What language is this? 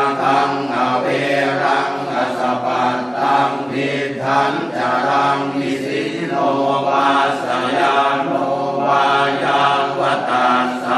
Pali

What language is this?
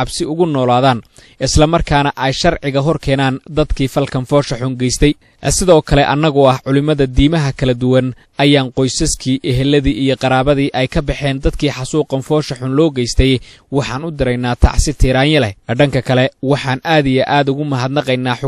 Somali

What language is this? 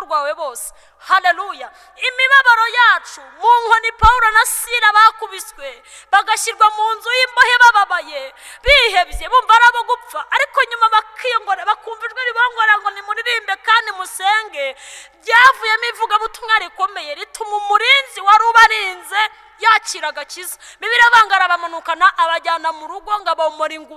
Kinyarwanda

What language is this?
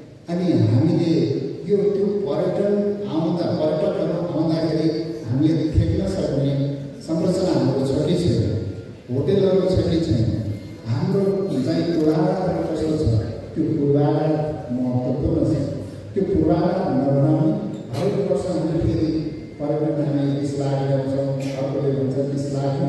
Nepali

